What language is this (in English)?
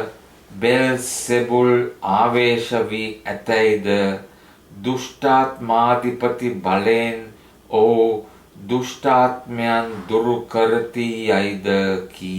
Sinhala